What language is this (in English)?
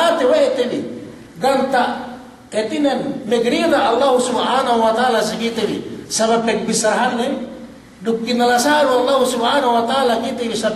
Yakan